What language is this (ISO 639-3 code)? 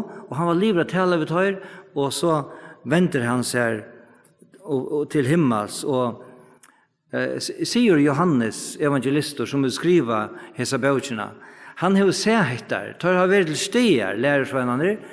fao